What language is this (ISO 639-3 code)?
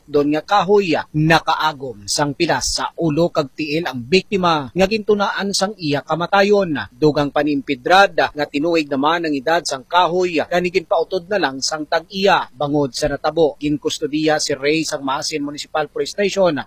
hil